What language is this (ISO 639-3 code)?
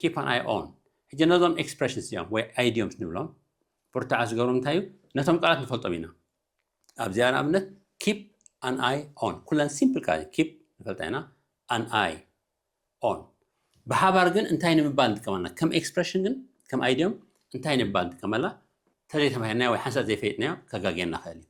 tir